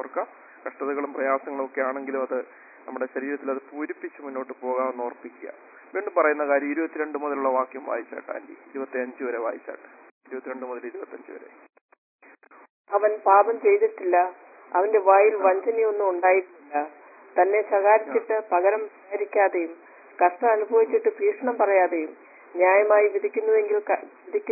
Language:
Malayalam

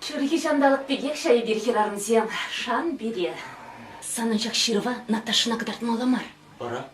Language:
Chuvash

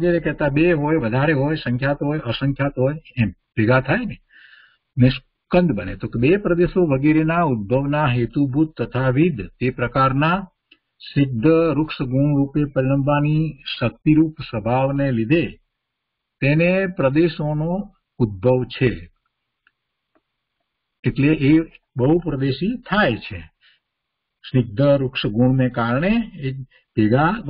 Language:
Gujarati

